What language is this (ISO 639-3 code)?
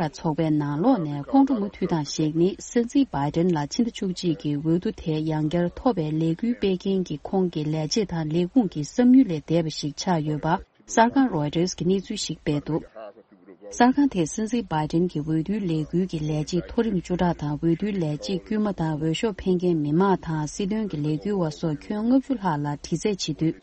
bod